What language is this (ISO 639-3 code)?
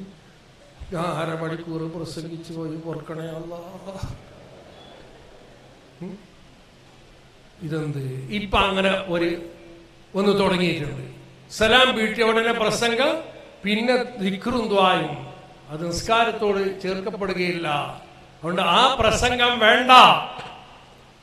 mal